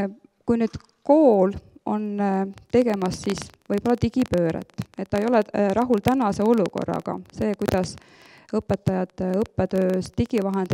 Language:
Estonian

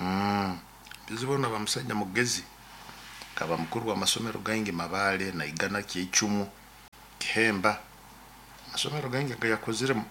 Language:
Nyoro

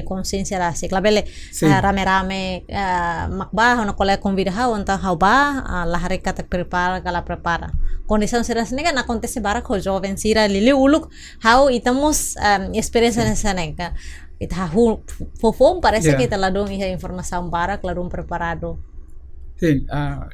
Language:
Tetum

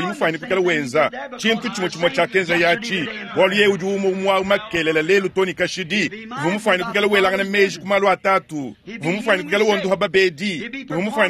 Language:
Luba-Lulua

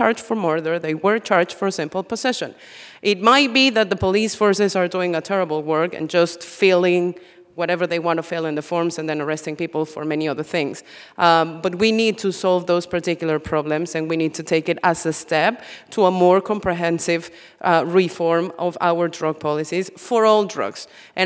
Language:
English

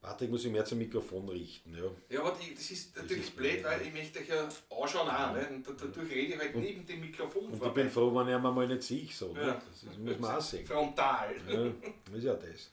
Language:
Bavarian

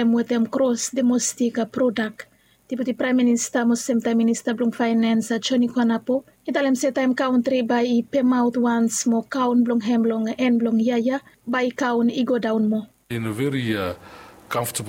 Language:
Bislama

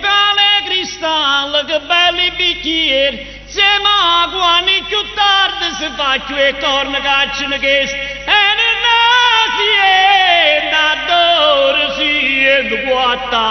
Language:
Neapolitan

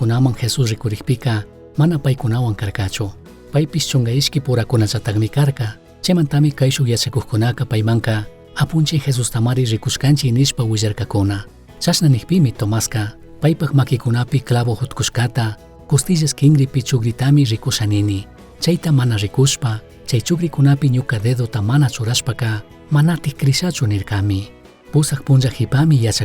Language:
Chimborazo Highland Quichua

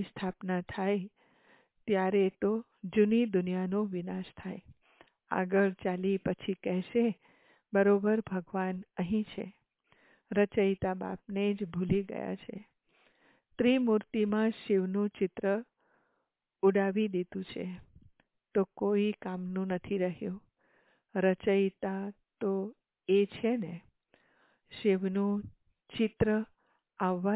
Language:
Gujarati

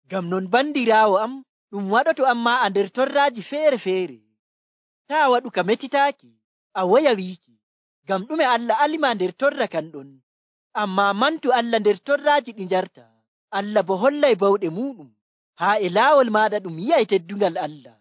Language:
Nigerian Fulfulde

